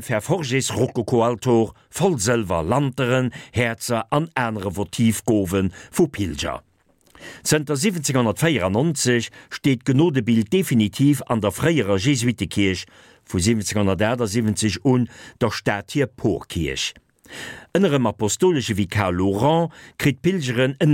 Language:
Luxembourgish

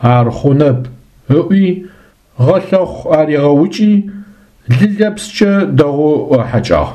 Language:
Adyghe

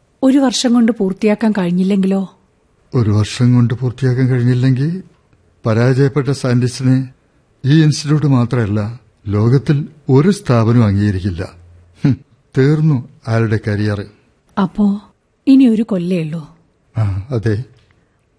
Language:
Malayalam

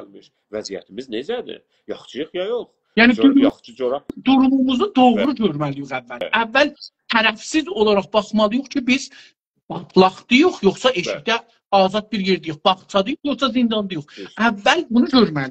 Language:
South Azerbaijani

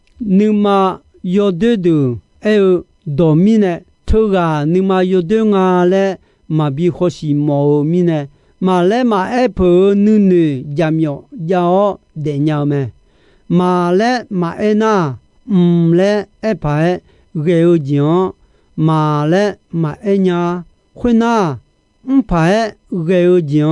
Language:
Akha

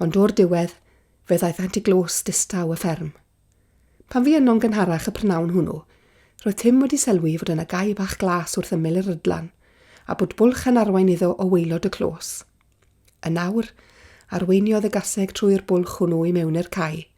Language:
Welsh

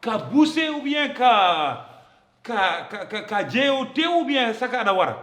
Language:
Fula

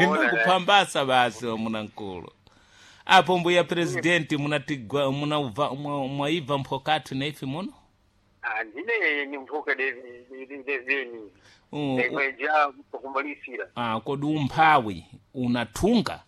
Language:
Sena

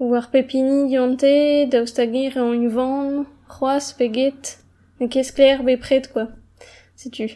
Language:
Breton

